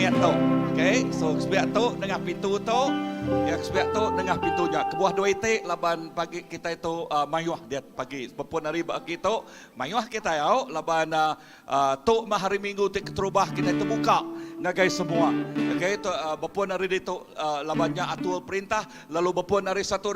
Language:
Iban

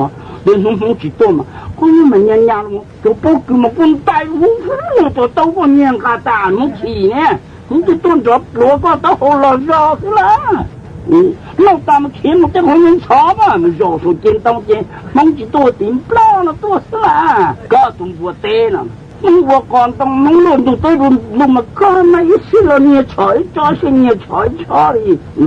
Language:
Hmong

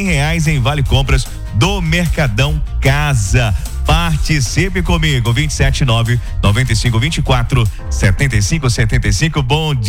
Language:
Portuguese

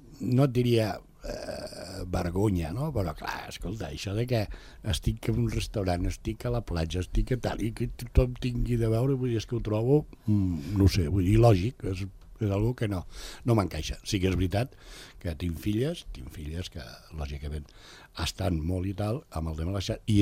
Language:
Catalan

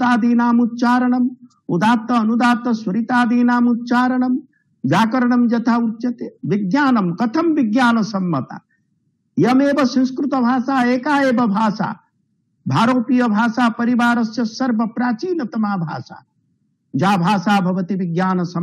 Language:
Sanskrit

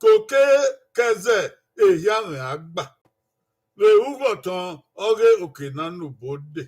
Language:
Bini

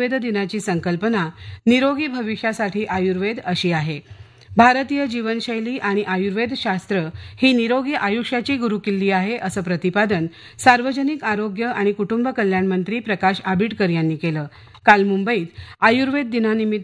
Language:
Marathi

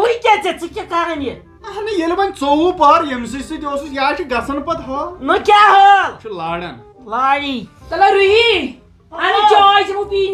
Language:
Kashmiri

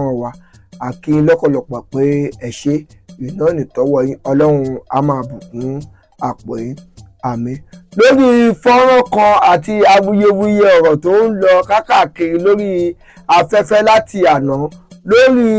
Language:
Yoruba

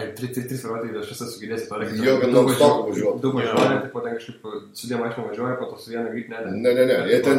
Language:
Lithuanian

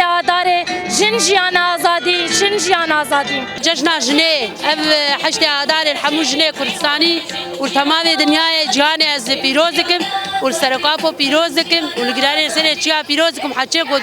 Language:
Kurdish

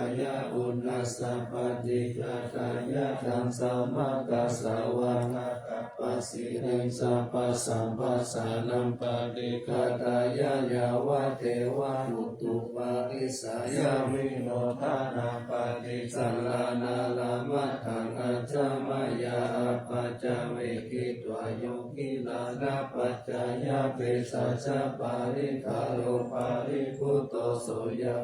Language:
Pali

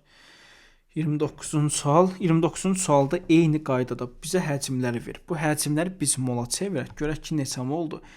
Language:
Azerbaijani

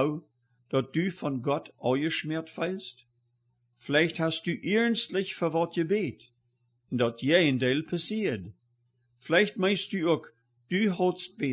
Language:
Plautdietsch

